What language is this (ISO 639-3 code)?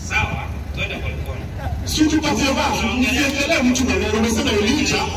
swa